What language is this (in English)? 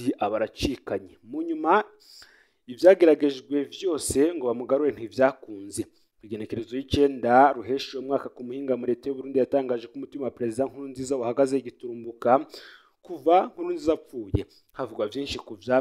Rundi